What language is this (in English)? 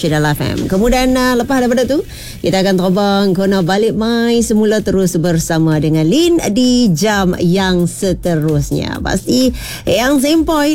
Malay